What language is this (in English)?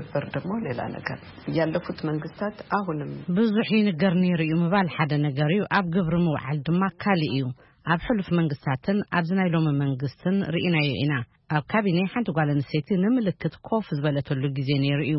Tigrinya